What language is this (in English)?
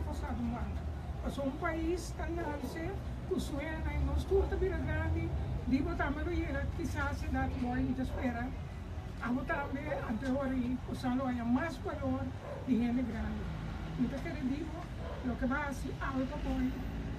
Papiamento